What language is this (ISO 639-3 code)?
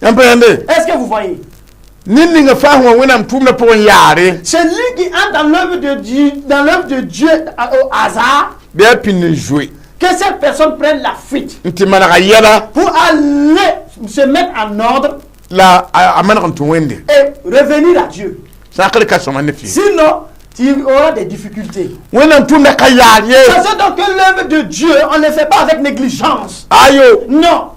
mos